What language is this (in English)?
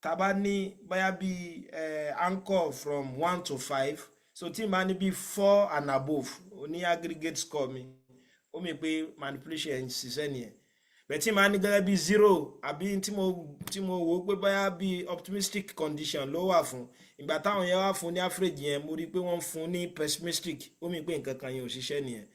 Yoruba